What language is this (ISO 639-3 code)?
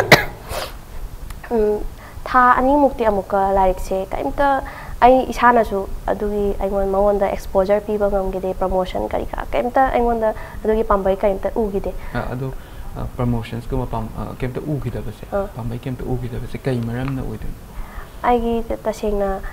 mni